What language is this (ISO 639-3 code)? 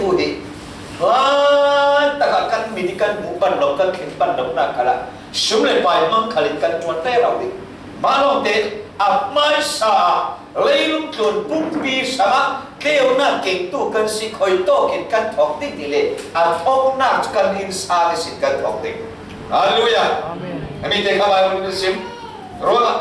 cfm